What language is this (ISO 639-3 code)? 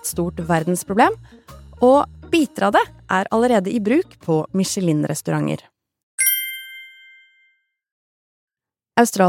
nor